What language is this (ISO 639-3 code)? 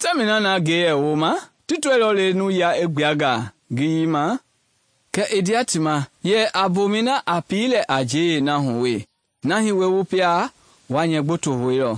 men